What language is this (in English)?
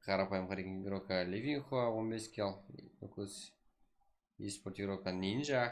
Kara-Kalpak